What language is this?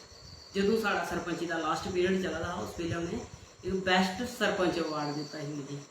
Dogri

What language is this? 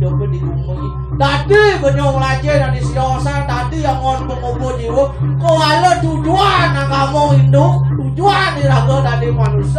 Balinese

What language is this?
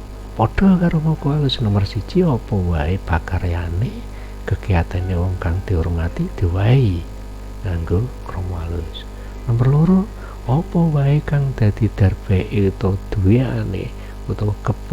Javanese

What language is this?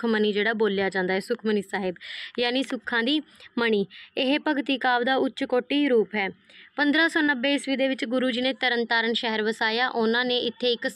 Punjabi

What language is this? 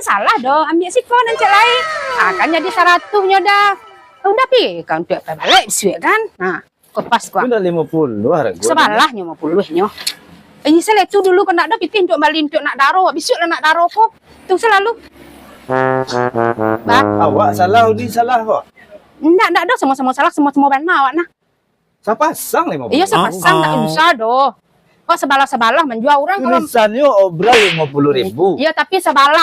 Minangkabau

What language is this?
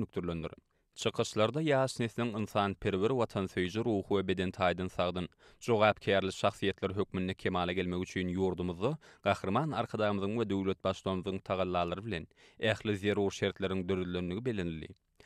Turkmen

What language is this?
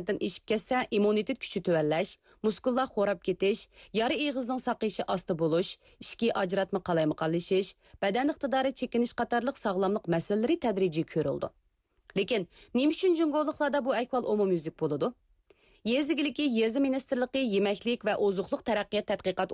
Uyghur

